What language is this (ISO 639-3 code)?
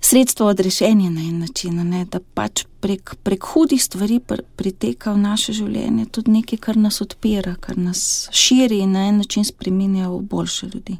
slv